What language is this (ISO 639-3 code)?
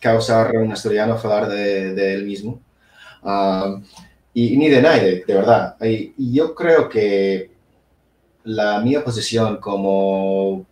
ast